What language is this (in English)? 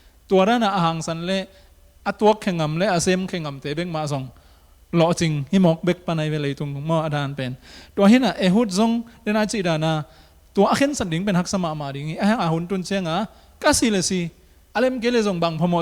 Tedim Chin